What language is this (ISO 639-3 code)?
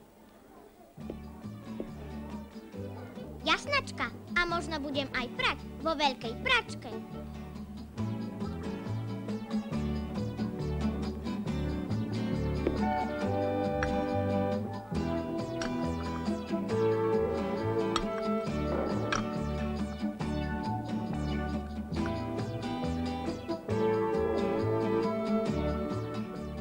slk